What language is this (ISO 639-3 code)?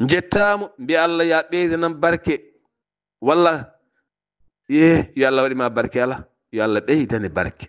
ful